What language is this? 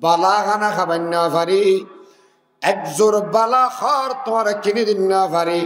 Rohingya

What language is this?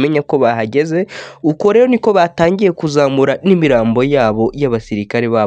Kinyarwanda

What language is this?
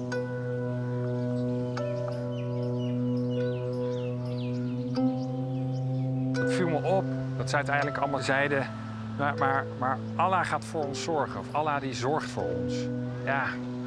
Dutch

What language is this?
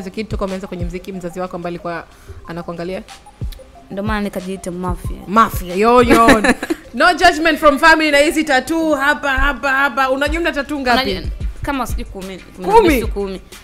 Swahili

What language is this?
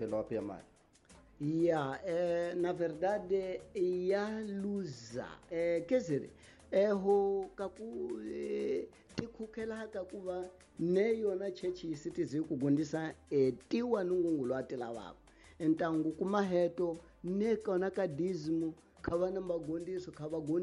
Tsonga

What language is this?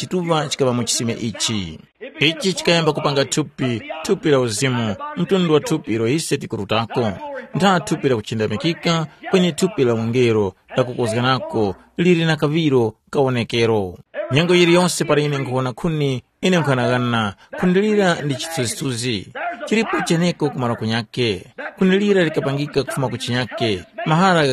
Tumbuka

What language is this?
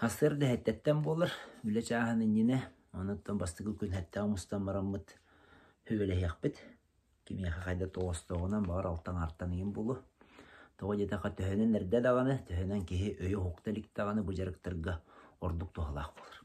Yakut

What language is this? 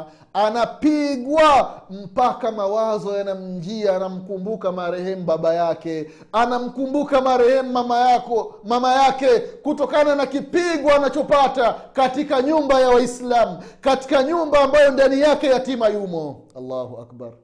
Swahili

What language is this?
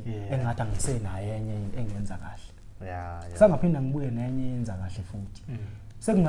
Zulu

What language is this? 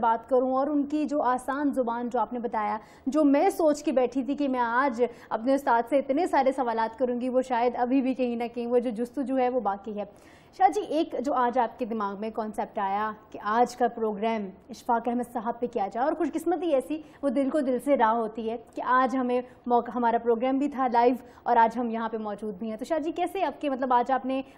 Urdu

